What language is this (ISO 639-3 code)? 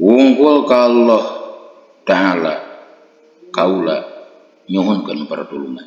sun